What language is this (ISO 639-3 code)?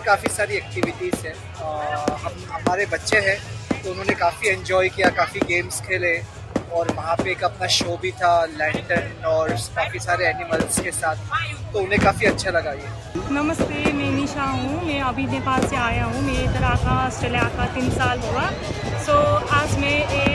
hin